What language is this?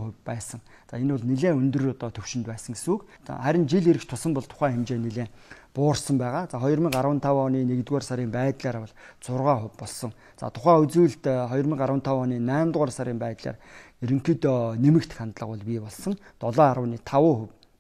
Mongolian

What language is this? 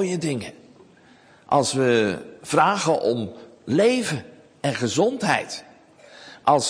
Dutch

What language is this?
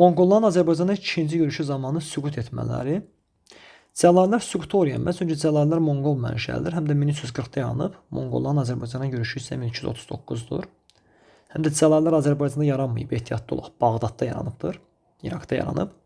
Azerbaijani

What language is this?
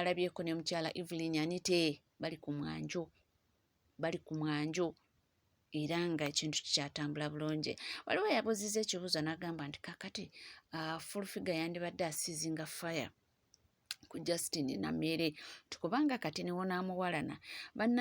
Ganda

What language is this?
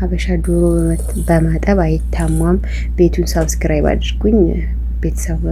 Amharic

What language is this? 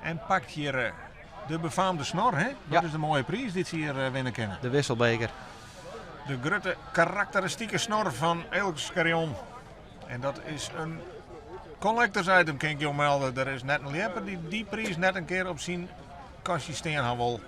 Western Frisian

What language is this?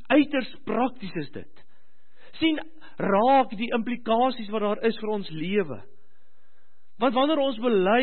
Afrikaans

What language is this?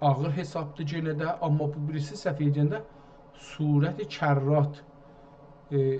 South Azerbaijani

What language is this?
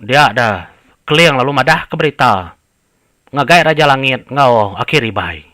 Iban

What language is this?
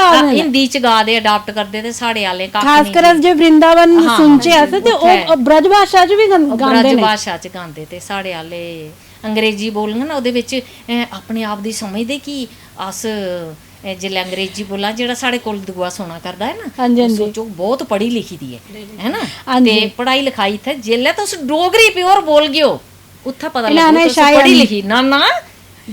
Dogri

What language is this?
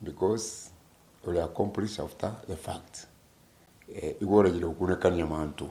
Meru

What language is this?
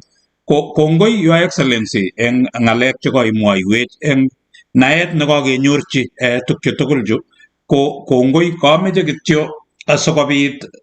Kalenjin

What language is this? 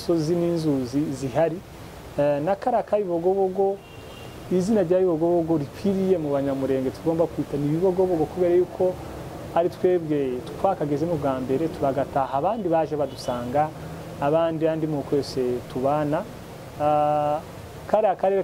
Kinyarwanda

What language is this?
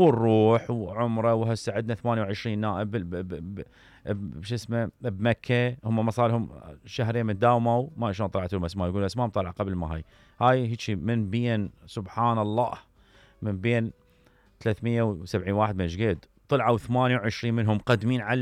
Mesopotamian Arabic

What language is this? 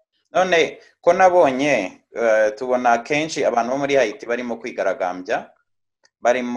Kinyarwanda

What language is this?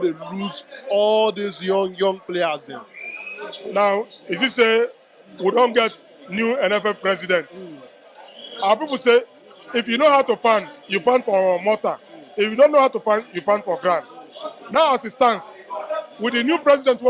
Nigerian Pidgin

